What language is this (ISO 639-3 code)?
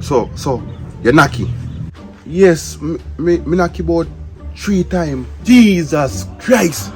jam